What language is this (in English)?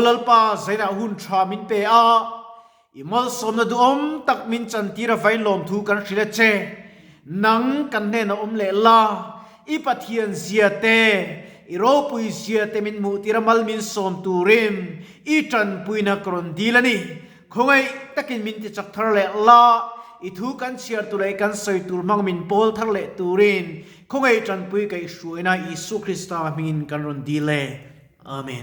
Mizo